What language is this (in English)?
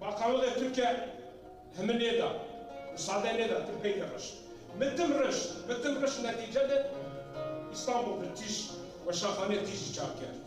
Zaza